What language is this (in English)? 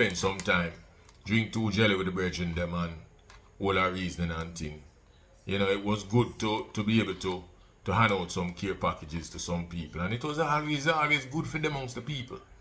Jamaican Creole English